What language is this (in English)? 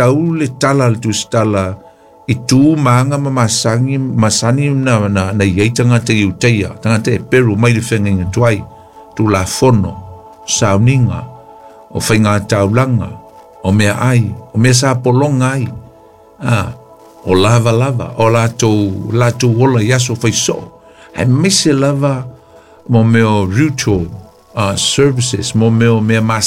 Samoan